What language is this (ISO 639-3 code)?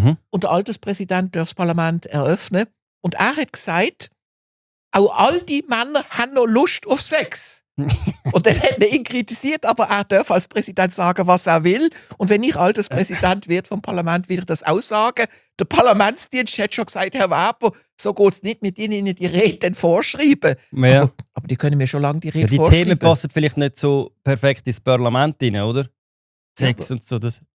gsw